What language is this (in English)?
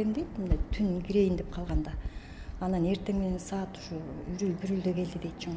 Kyrgyz